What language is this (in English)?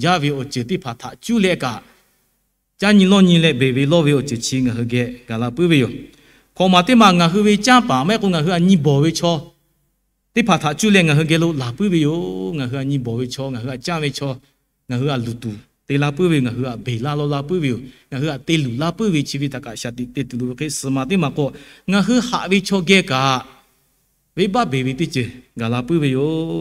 Lahu